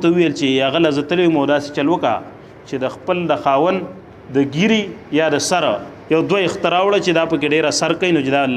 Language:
Pashto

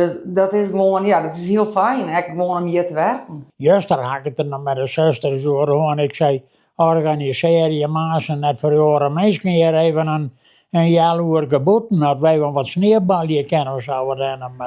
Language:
Western Frisian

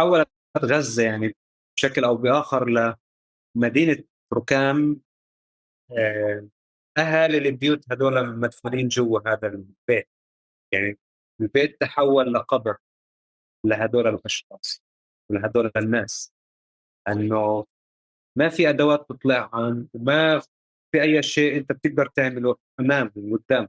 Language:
North Levantine Arabic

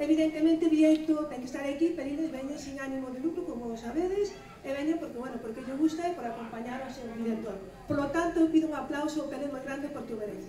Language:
Galician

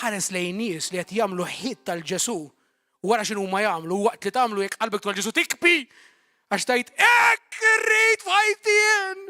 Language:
Maltese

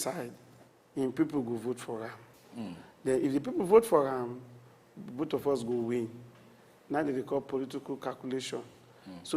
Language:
Nigerian Pidgin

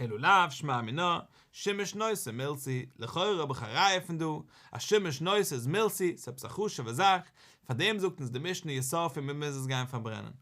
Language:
Yiddish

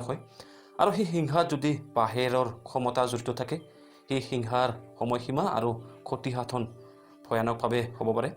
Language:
Assamese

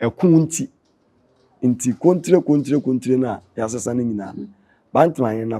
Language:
Akan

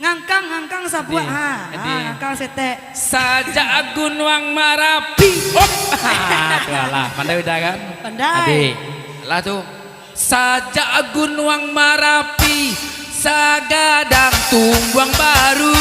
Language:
Minangkabau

